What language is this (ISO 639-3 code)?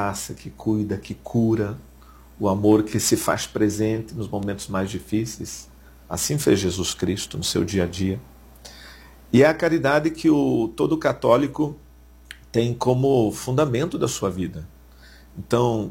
por